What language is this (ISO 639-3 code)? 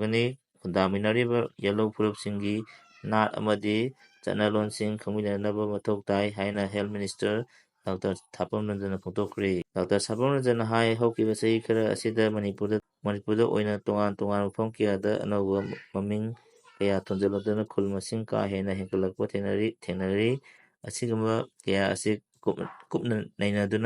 mni